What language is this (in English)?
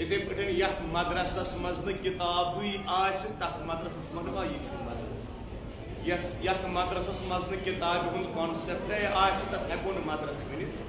Kashmiri